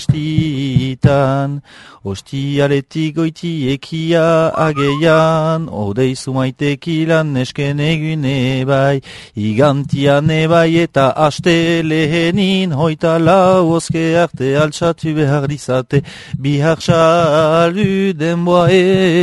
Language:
Basque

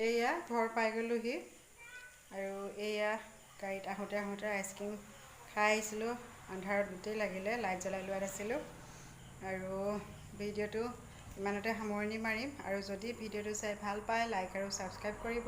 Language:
Assamese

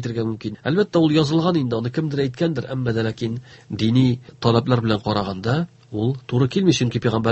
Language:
Tatar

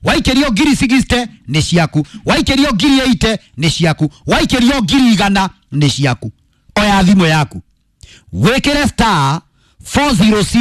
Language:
Kikuyu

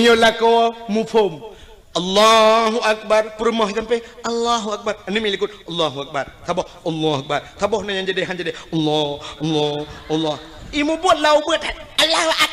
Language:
Achinese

